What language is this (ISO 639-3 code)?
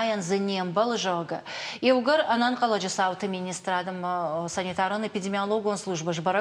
oss